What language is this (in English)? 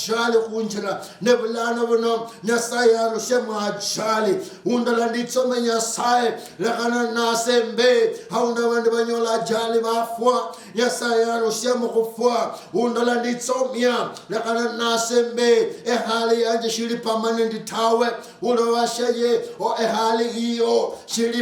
Luyia